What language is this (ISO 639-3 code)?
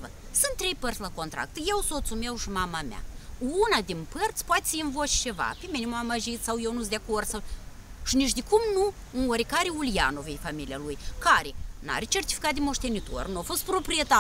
ron